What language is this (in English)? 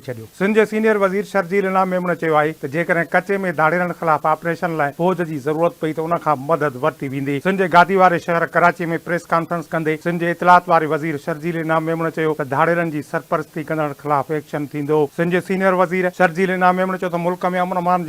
Sindhi